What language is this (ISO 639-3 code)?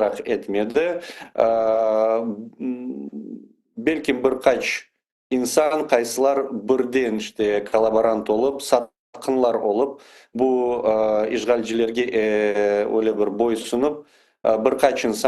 crh